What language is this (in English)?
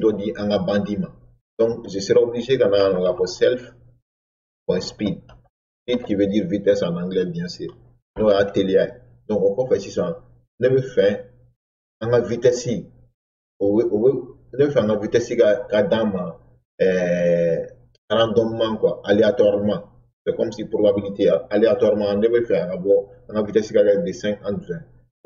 Bambara